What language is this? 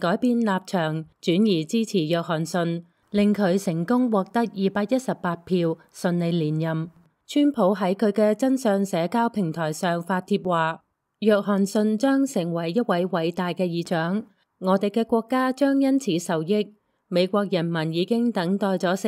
Cantonese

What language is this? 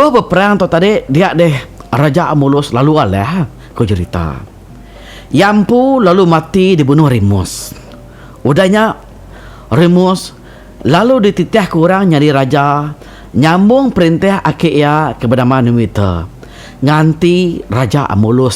Iban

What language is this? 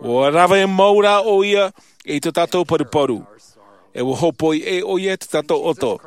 Tahitian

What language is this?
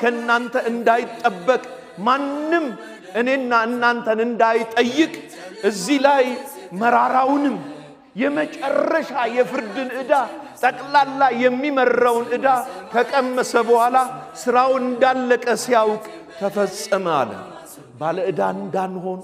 Amharic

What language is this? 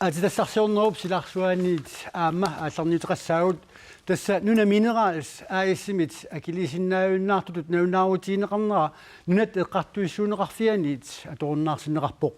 Kalaallisut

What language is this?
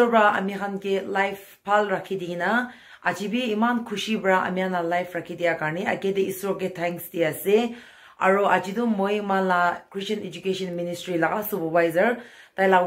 Naga Pidgin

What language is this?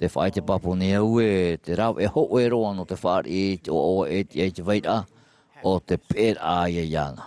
Tahitian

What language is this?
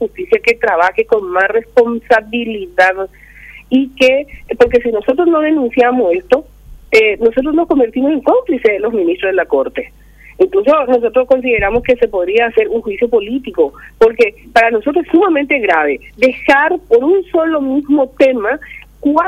Spanish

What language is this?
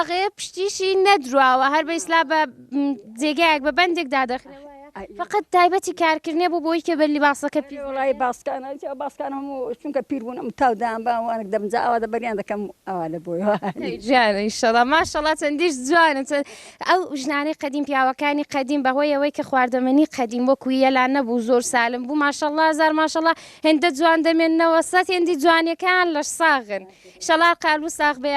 Central Kurdish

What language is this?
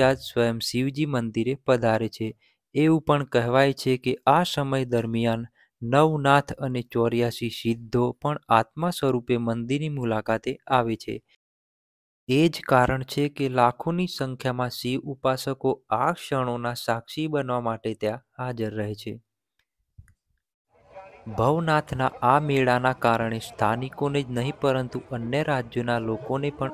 Gujarati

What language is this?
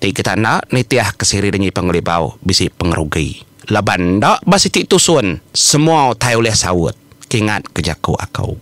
Iban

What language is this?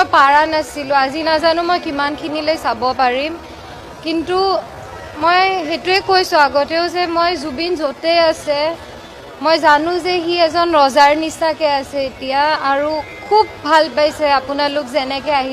Assamese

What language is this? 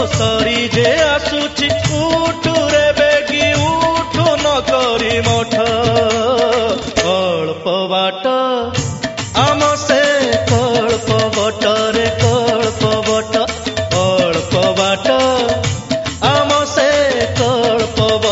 Odia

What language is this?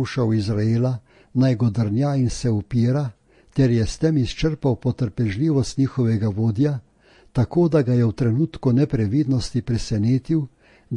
Slovenian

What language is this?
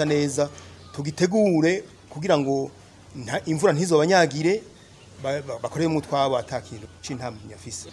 Rundi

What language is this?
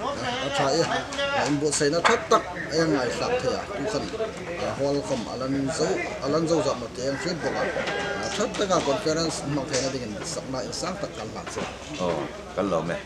Hmar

